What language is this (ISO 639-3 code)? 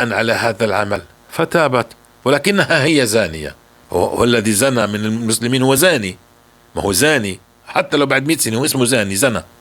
apc